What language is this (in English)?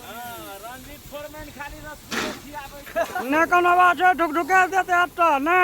Maithili